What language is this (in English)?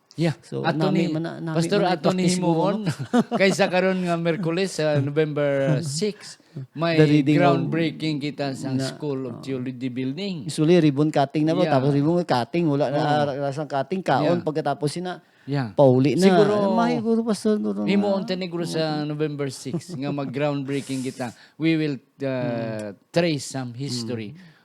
Hiligaynon